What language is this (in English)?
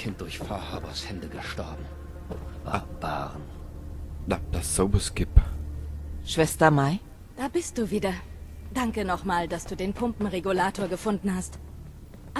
Bavarian